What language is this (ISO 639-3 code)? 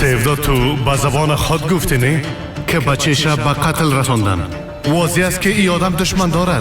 fas